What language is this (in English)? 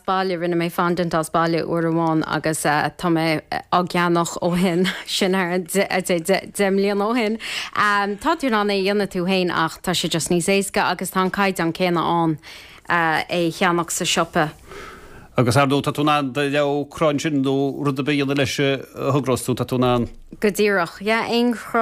Irish